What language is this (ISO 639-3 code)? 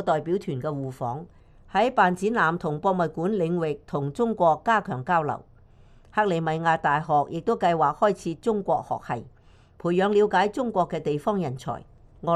yue